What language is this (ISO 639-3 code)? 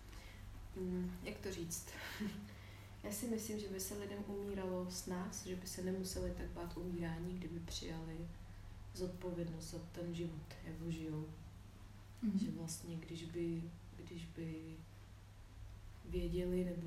ces